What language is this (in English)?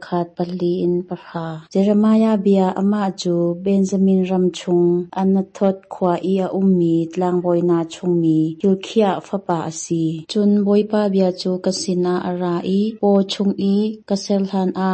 Hakha Chin